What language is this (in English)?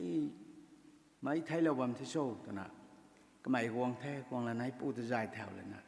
Rongmei Naga